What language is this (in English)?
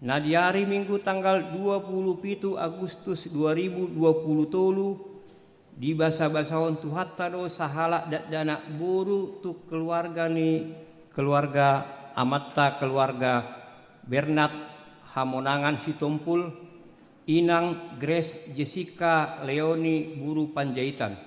Batak Toba